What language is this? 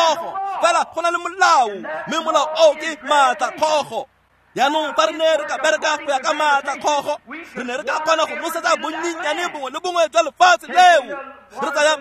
Tswana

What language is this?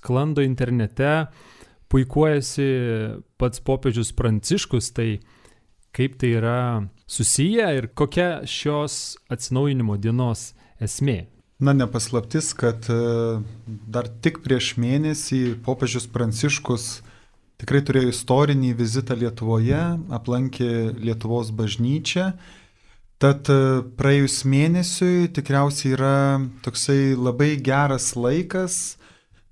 Lithuanian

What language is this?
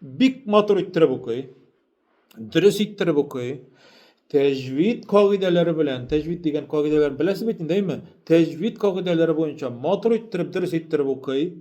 Tatar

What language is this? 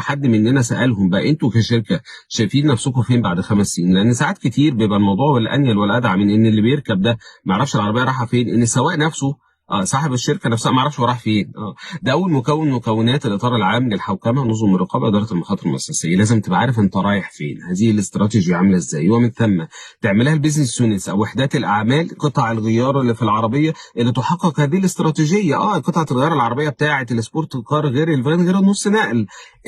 Egyptian Arabic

